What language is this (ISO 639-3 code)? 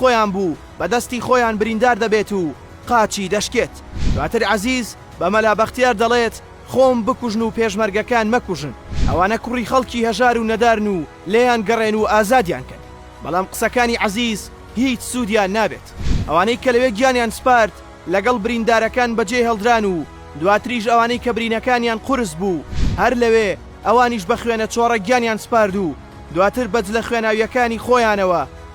ckb